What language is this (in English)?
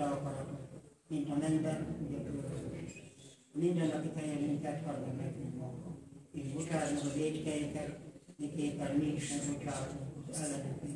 Hungarian